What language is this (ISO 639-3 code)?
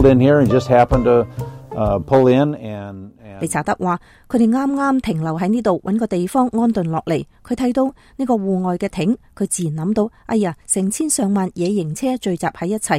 yue